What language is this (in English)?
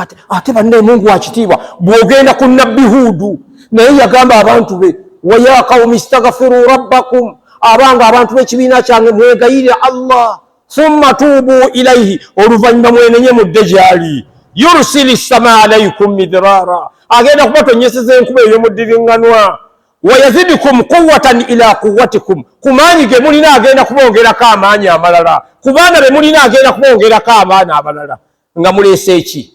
Ganda